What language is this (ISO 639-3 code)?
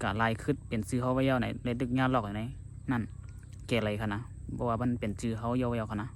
shn